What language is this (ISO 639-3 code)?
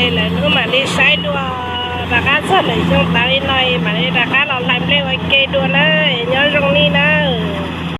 hmn